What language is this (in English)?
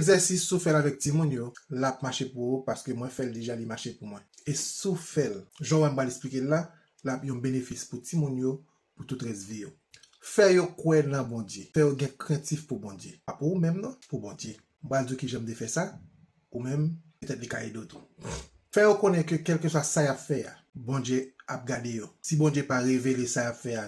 Haitian Creole